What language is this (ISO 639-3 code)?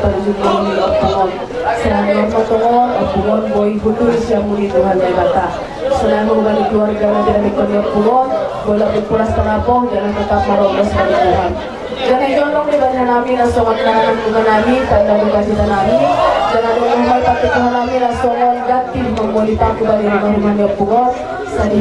bts